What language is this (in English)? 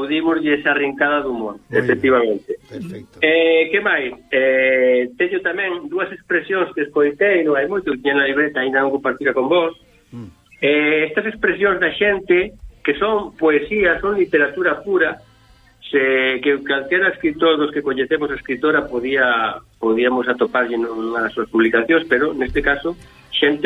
Galician